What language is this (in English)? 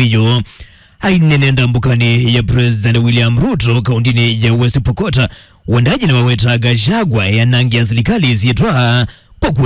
Kamba